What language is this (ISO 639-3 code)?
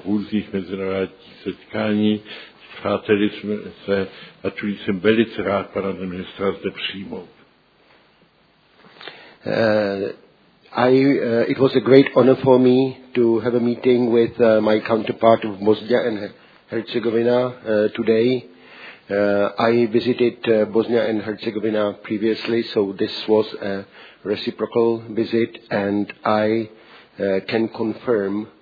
ces